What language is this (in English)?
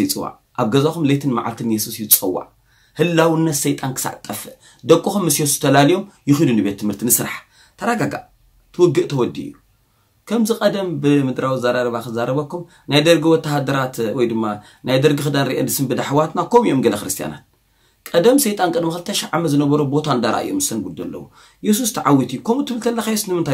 Tigrinya